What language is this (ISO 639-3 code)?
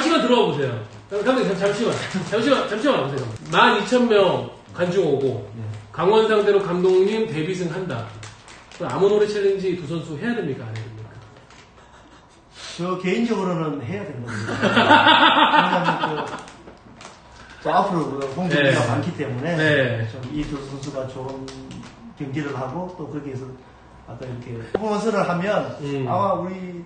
kor